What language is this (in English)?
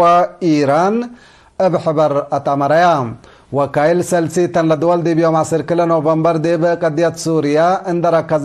Tigre